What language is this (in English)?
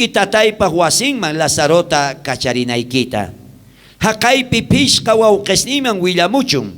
South Bolivian Quechua